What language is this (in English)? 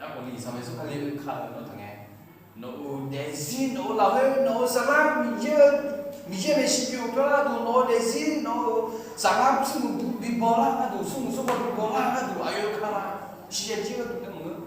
Akha